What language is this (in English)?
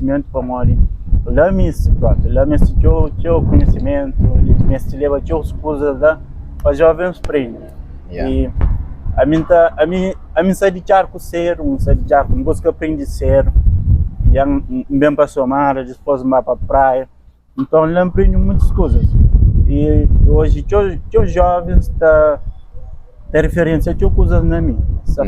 Kabuverdianu